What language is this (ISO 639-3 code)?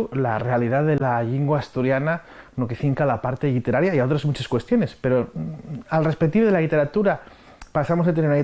ast